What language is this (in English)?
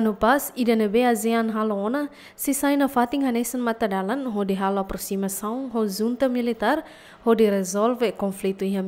Tetum